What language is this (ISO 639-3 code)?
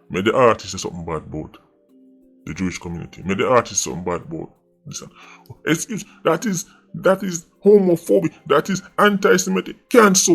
jam